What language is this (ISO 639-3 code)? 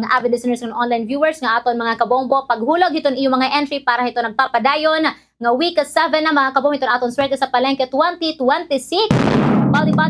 war